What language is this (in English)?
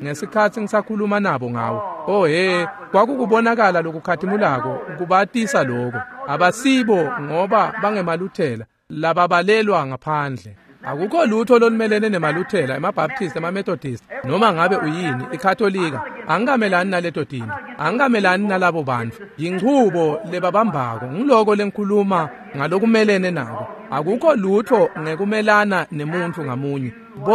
Swati